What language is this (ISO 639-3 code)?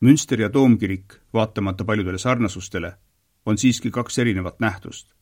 est